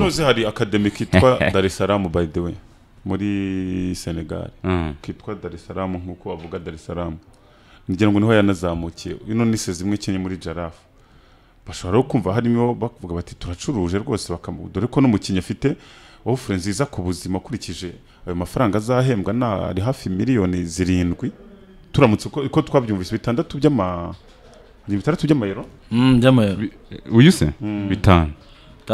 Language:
Kinyarwanda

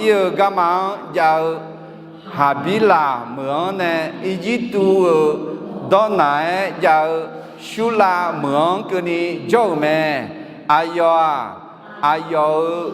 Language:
Akha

